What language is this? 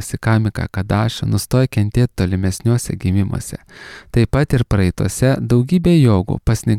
Lithuanian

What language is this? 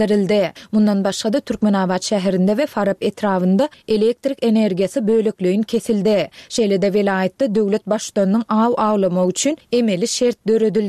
Turkmen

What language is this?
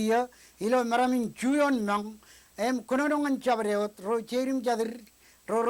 Marshallese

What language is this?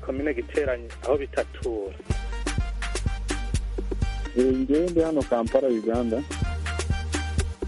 Kinyarwanda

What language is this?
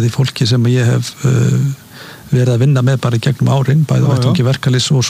Icelandic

